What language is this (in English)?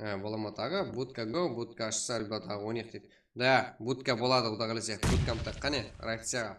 Kara-Kalpak